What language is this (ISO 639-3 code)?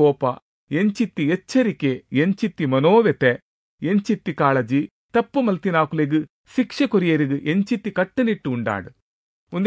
tcy